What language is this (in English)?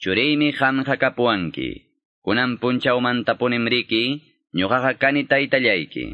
Quechua